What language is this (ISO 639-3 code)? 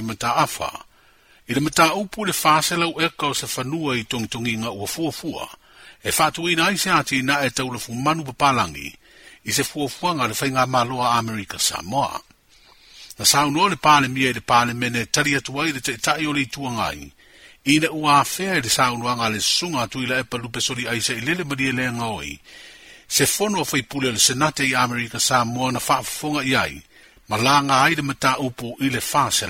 smo